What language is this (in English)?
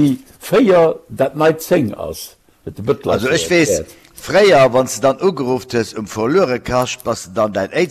Luxembourgish